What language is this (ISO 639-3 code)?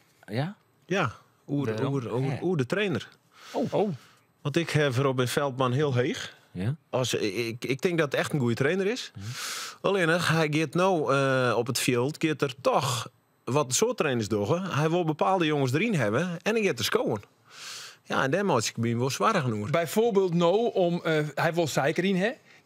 fry